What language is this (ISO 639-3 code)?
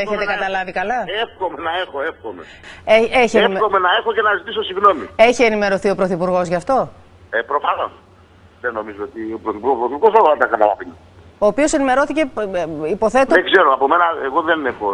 ell